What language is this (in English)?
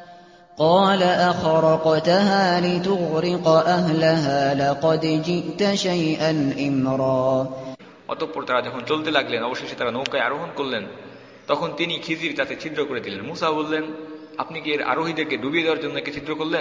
Bangla